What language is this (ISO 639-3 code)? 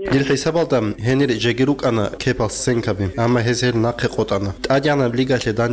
ava